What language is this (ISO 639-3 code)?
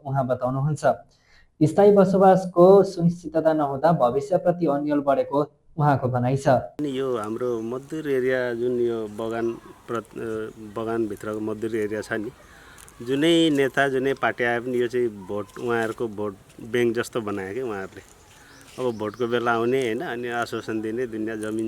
nep